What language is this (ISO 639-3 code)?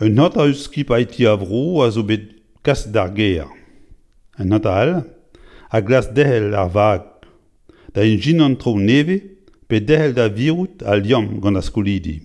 bre